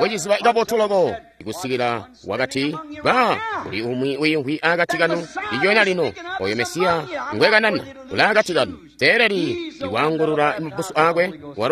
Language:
Tonga (Zambia)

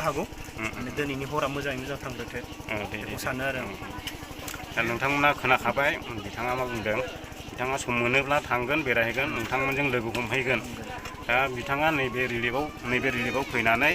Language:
Bodo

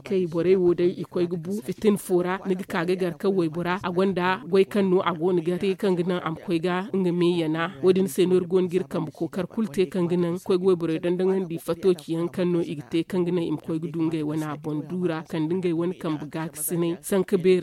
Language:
Zarma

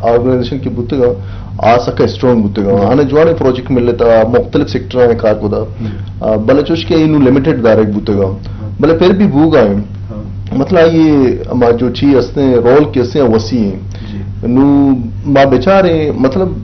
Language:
Eastern Balochi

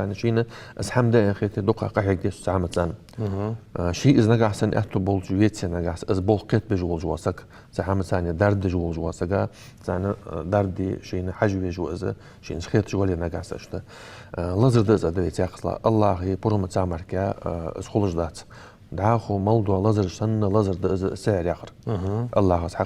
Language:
Ingush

